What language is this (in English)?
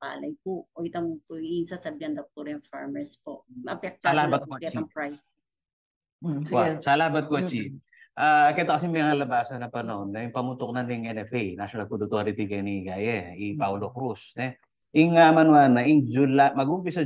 Pampanga